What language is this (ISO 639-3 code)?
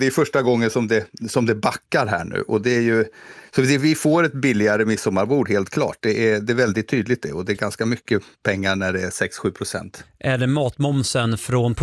swe